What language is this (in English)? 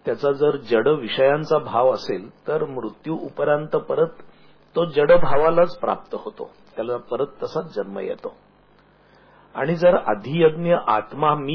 Marathi